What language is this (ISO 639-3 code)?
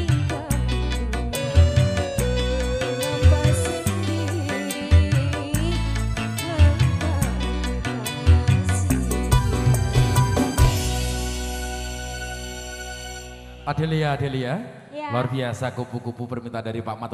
ind